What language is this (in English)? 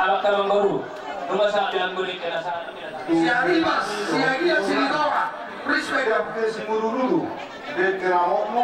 Batak Toba